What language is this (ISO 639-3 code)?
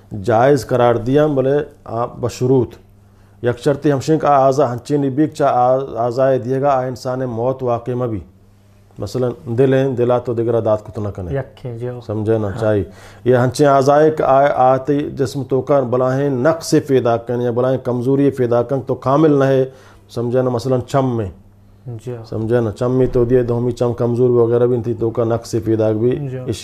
skr